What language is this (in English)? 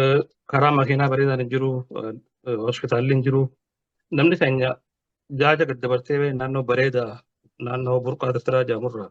Oromo